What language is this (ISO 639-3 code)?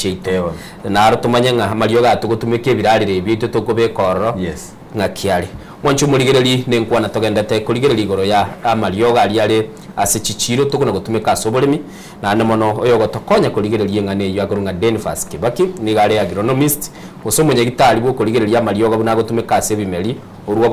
guz